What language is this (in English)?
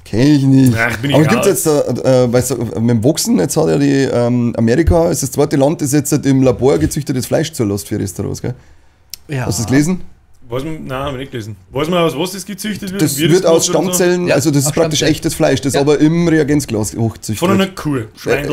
Bavarian